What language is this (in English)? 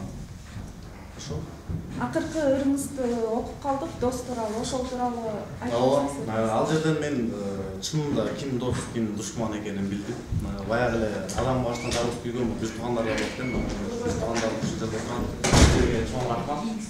Kyrgyz